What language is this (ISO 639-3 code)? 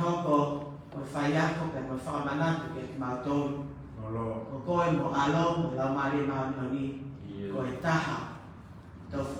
ton